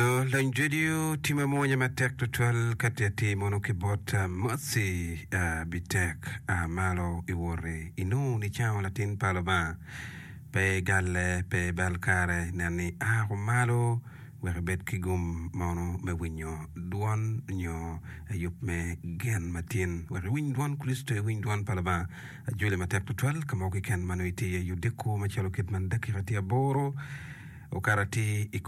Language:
Acoli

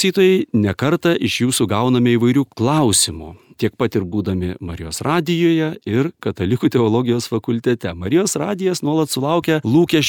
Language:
Lithuanian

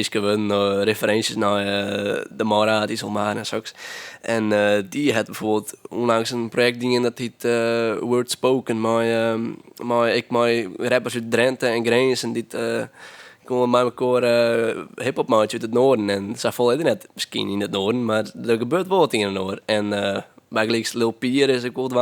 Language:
Western Frisian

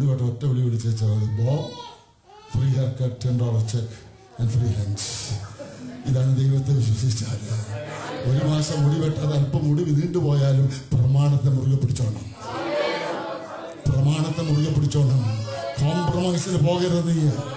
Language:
Malayalam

